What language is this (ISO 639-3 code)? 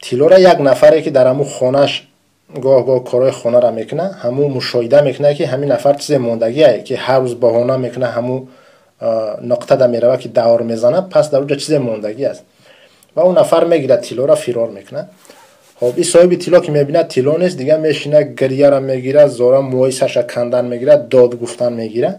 tgk